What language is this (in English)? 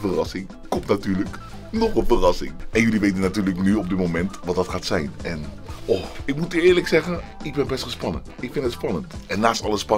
Dutch